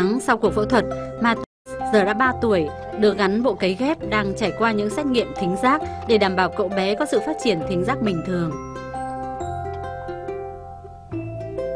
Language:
Vietnamese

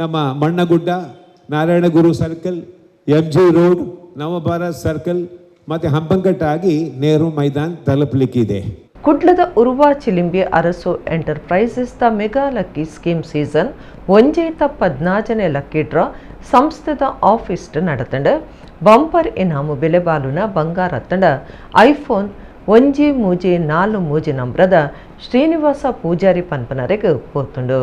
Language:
Tulu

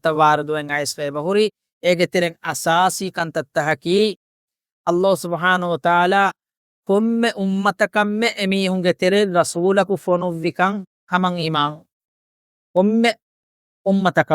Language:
Divehi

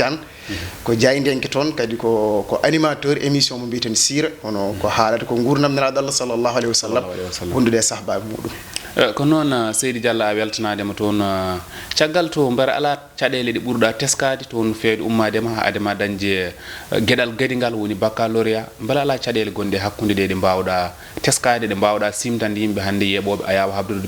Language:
Fula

